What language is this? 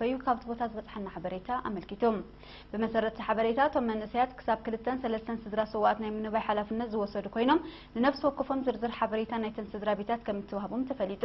Tigrinya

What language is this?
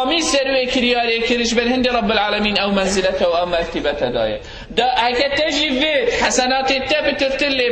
Kurdish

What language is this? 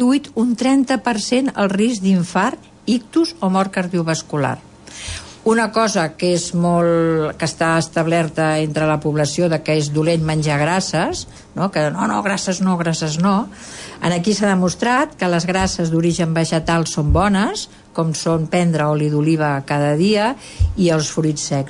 Catalan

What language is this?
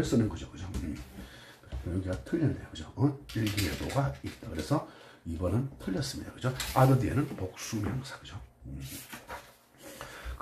Korean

